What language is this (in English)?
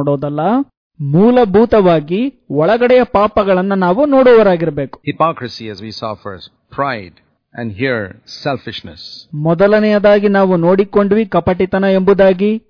Kannada